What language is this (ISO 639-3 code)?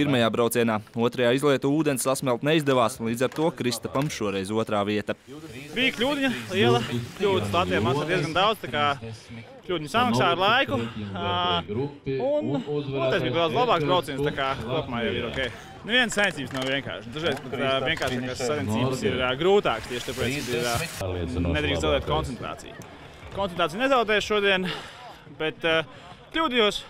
lav